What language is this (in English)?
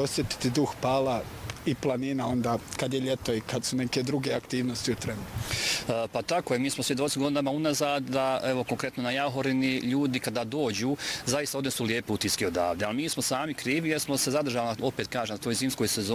Bosnian